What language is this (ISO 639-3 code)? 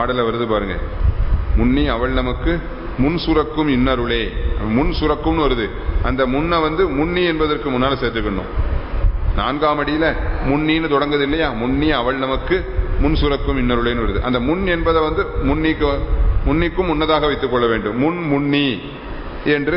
tam